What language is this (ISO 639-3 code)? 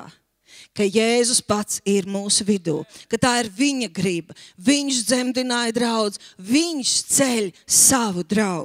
lav